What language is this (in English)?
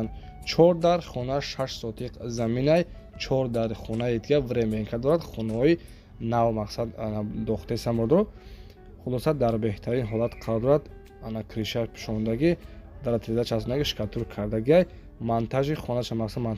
Tajik